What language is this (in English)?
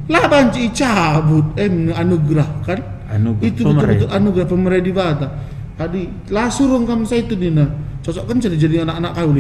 Batak Karo